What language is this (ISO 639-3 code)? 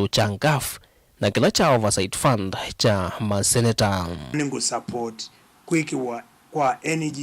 kam